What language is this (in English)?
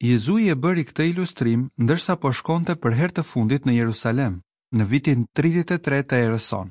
Albanian